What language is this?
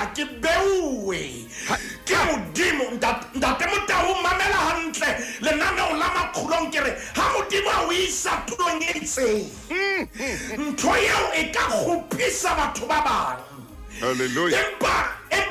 Southern Sotho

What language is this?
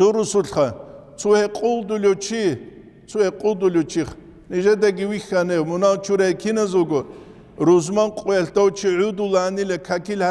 Avaric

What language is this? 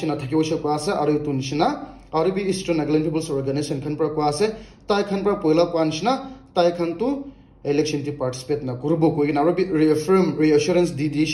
Naga Pidgin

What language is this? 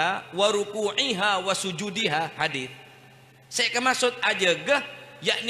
Madurese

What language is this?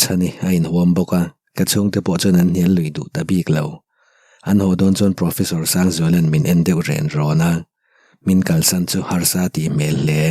Mizo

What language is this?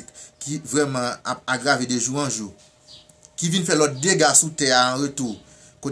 Haitian Creole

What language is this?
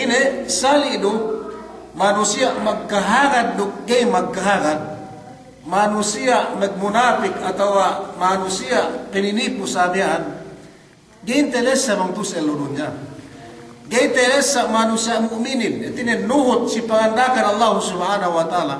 Yakan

